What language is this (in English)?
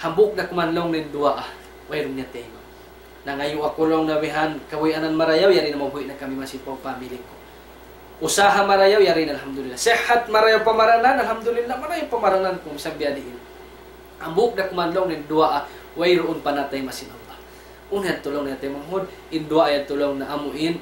Tausug